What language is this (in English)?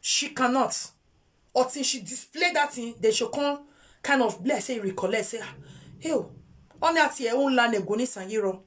Nigerian Pidgin